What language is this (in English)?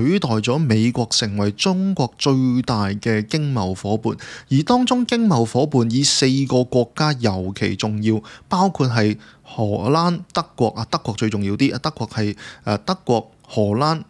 Cantonese